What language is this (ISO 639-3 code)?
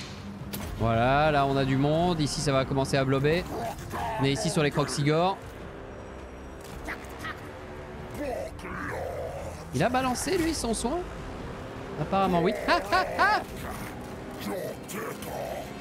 fra